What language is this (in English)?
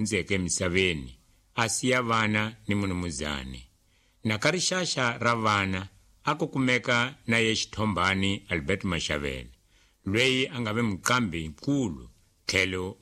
Tsonga